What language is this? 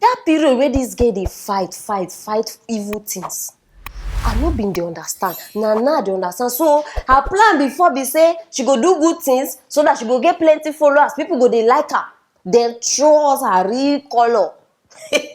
Nigerian Pidgin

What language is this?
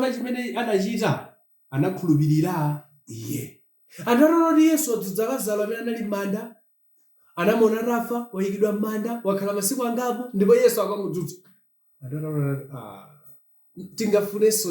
Nyanja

